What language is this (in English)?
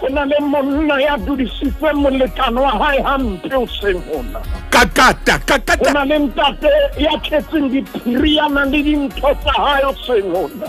Southern Sotho